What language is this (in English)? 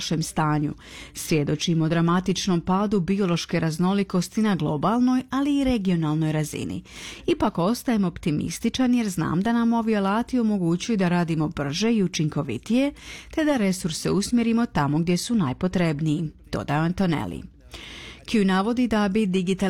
Croatian